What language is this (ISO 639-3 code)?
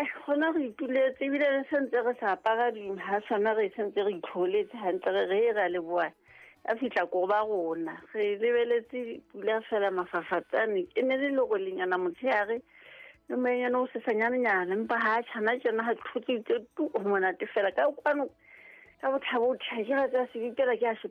sot